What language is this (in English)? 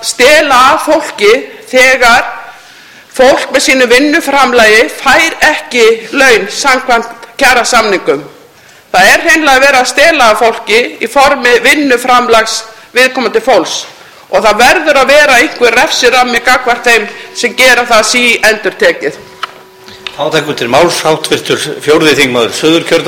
Icelandic